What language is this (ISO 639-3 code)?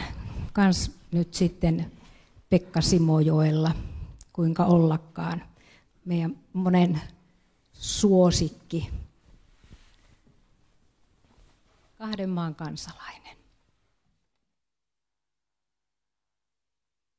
fin